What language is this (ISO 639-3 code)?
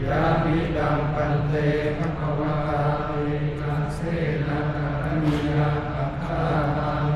pli